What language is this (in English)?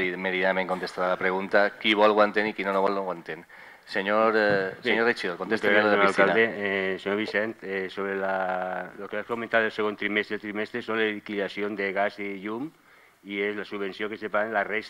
Catalan